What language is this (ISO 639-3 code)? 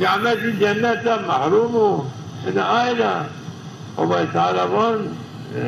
zza